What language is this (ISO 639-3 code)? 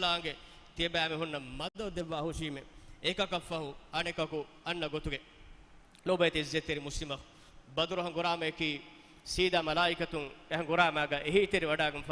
div